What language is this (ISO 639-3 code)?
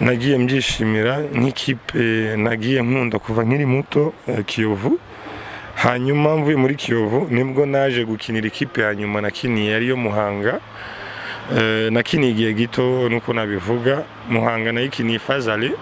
kin